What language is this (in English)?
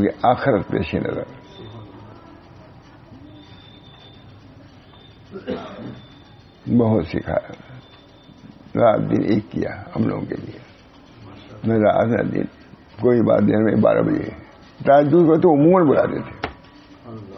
Urdu